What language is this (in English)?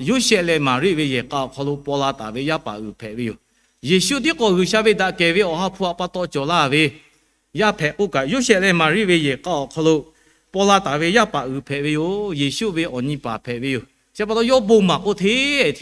Lahu